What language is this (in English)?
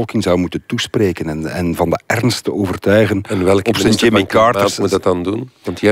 Dutch